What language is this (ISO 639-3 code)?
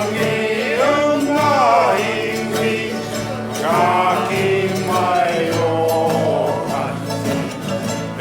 mri